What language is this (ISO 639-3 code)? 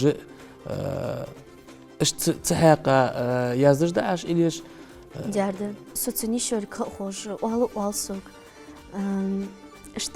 inh